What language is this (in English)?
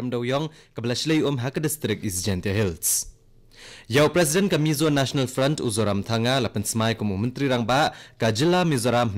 Khasi